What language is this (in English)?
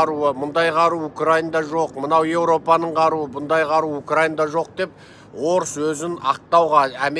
Kazakh